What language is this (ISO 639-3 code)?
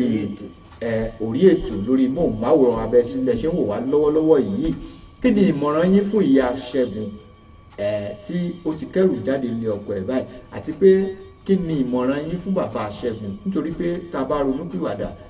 yor